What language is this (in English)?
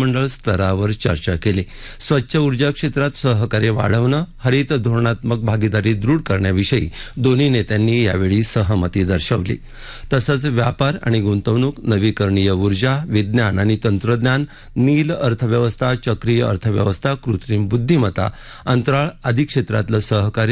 Marathi